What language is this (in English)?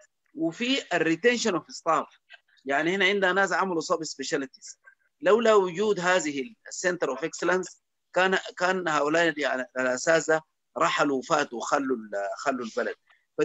Sudanese Arabic